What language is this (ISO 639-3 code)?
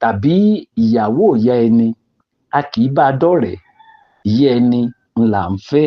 yor